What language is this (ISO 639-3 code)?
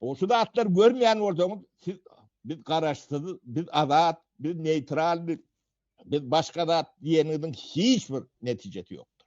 tuk